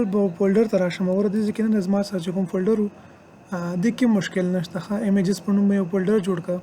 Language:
Pashto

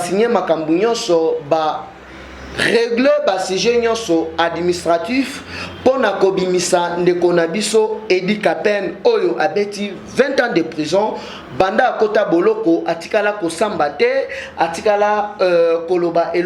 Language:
Lingala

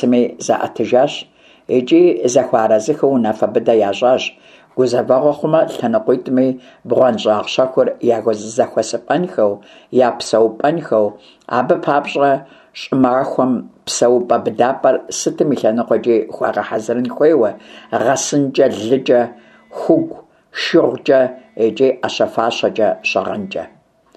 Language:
Kabardian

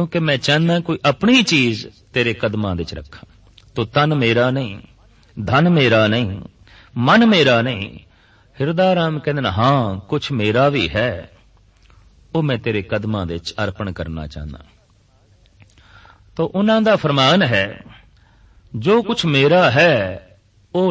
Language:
Punjabi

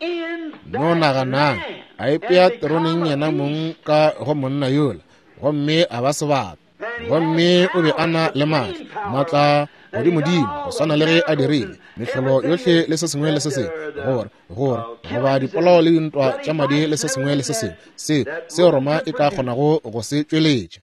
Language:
Northern Sotho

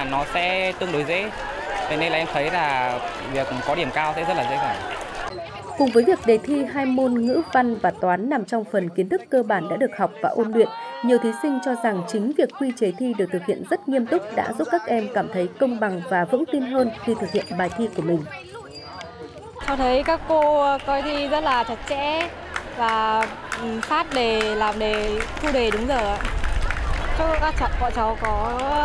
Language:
Vietnamese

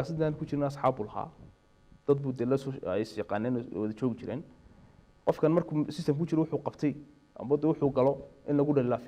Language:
Somali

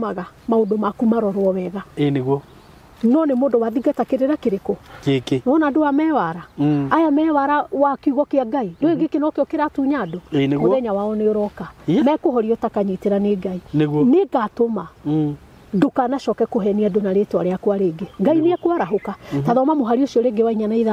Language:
Kikuyu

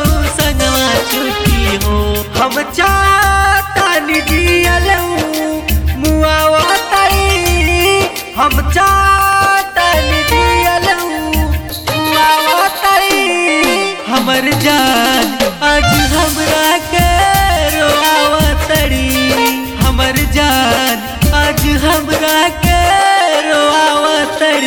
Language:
Bhojpuri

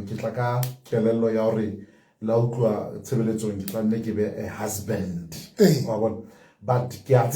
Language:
Southern Sotho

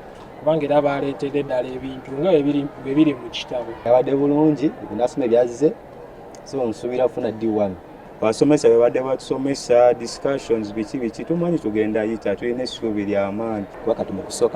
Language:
Ganda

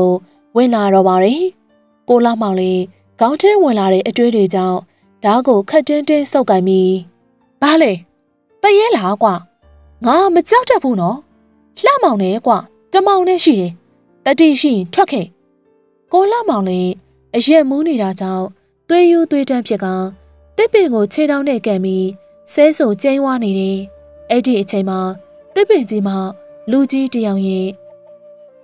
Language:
Burmese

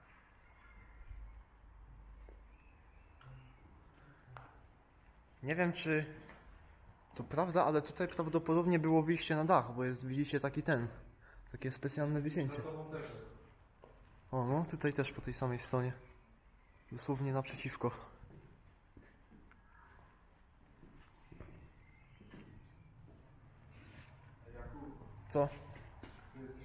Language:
Polish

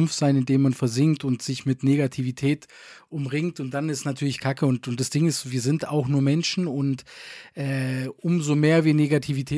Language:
German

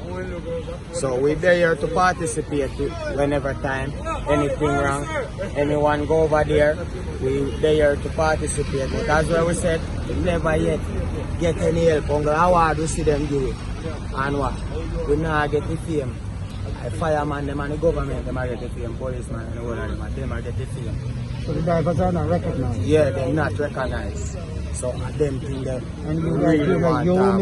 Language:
Jamaican Creole English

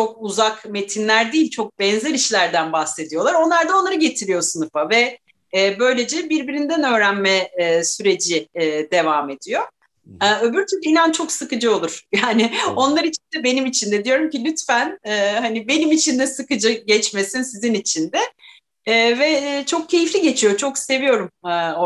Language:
Turkish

